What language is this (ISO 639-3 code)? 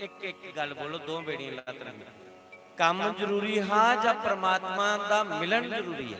doi